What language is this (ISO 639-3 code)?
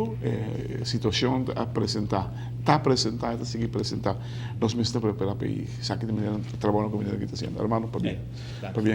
pap